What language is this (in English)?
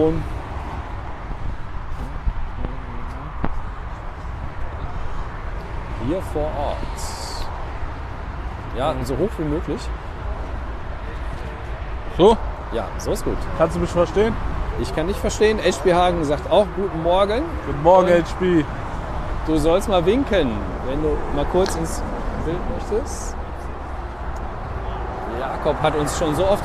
German